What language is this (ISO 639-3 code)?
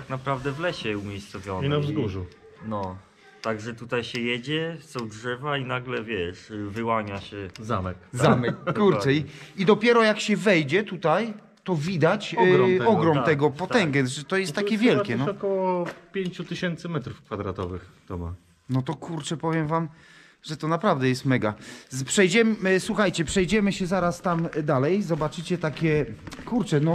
pol